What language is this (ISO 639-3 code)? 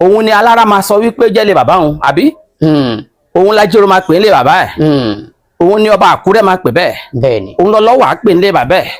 yor